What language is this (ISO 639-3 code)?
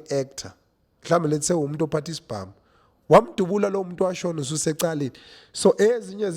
zul